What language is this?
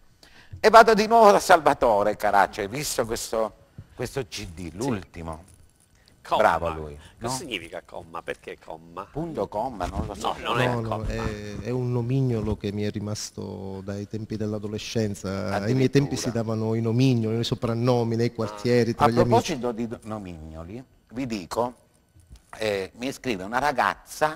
Italian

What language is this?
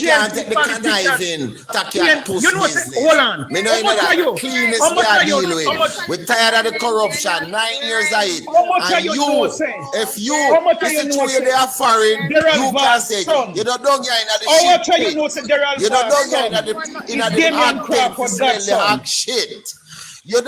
Jamaican Creole English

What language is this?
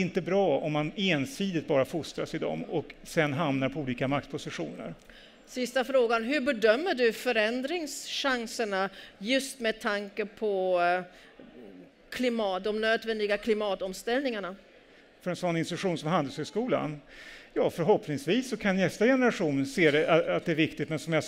Swedish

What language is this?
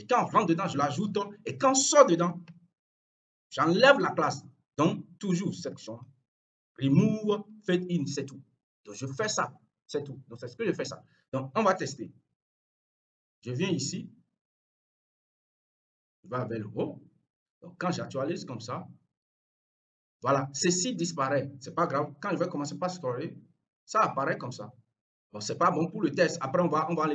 French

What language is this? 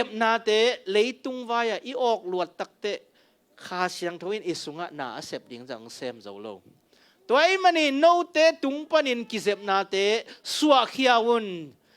Tedim Chin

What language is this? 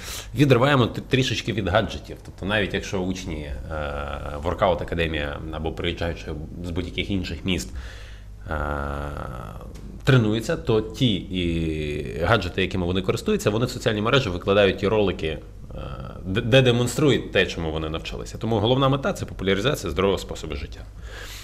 Ukrainian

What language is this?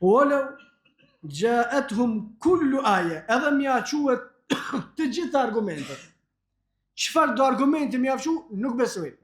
Albanian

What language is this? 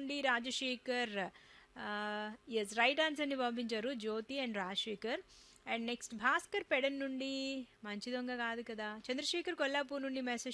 Telugu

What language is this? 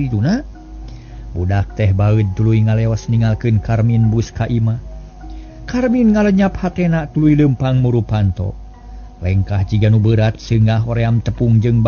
Sundanese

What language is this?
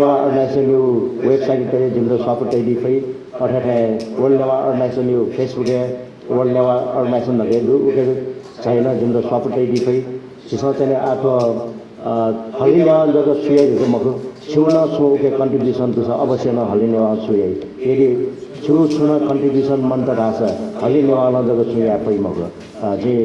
Newari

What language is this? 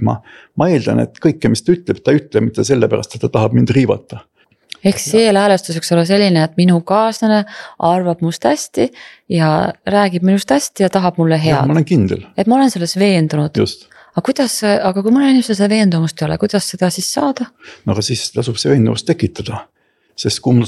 Estonian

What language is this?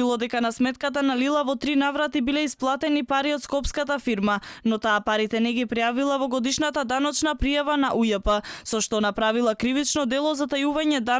Macedonian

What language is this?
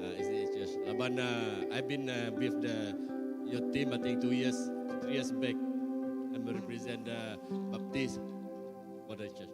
Iban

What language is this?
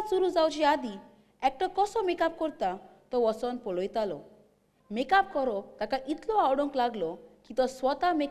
Konkani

